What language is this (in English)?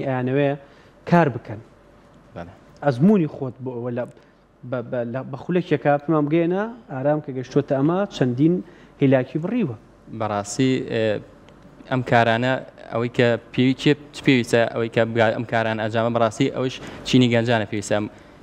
Central Kurdish